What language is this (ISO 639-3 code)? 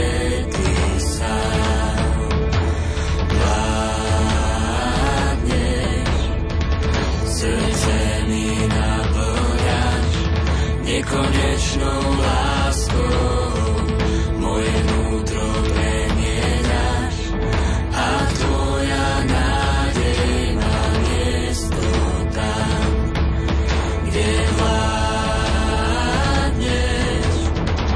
slk